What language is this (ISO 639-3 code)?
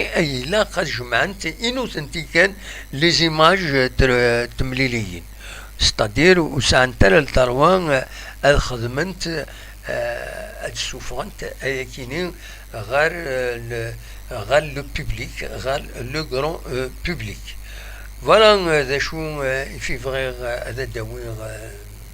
kab